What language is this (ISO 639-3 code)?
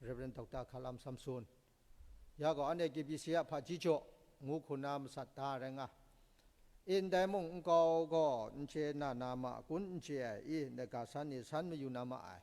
kac